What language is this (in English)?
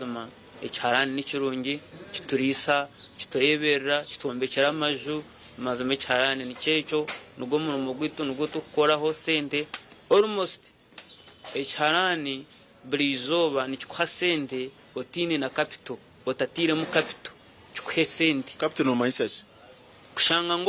Nyankole